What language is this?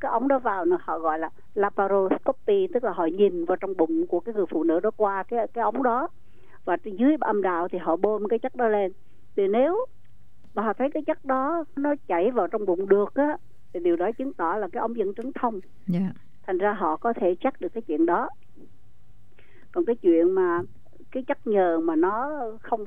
Vietnamese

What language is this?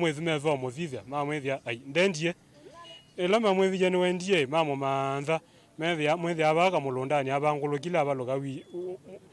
Kamba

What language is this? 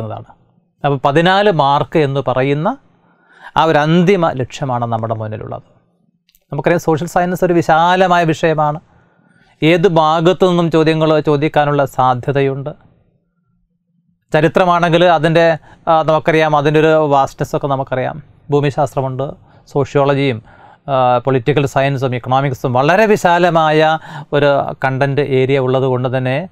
Malayalam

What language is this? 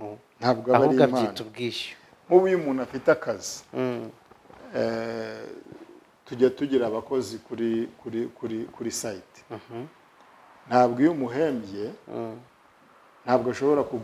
Kinyarwanda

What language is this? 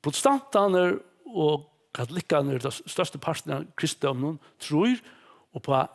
Faroese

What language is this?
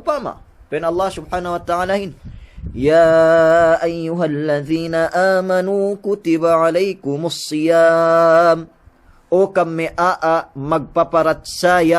Yakan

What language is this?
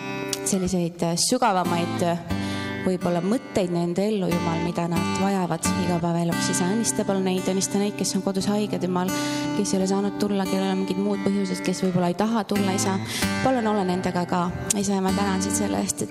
Estonian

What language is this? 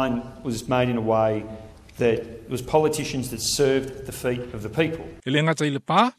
Samoan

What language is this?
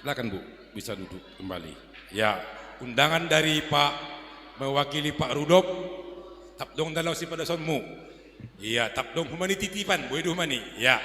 Batak Simalungun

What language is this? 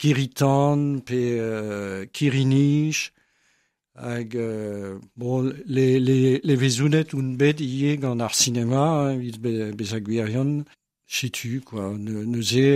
Breton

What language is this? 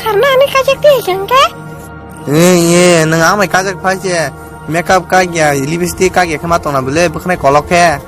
Kok Borok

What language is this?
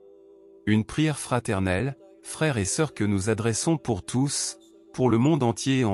French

